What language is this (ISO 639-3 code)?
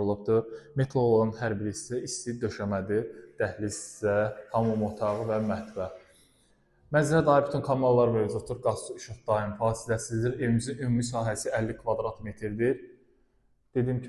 aze